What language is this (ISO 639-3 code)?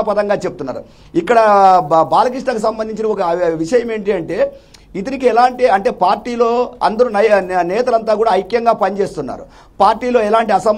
tel